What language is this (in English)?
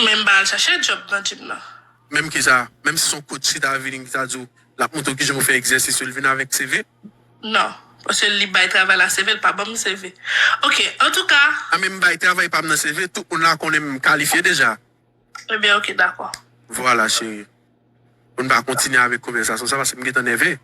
Haitian Creole